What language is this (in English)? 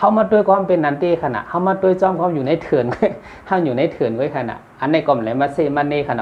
Shan